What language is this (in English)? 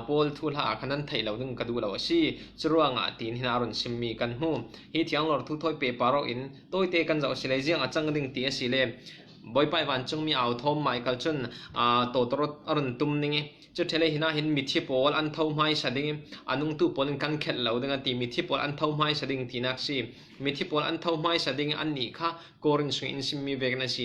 Falam Chin